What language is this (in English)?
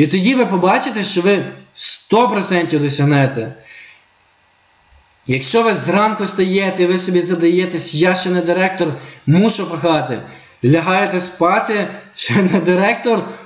Ukrainian